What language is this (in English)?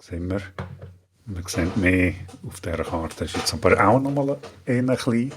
Swiss German